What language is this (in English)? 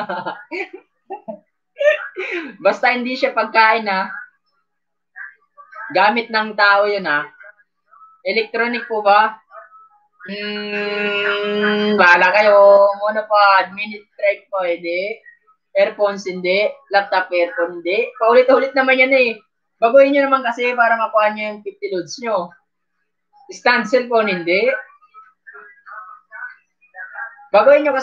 Filipino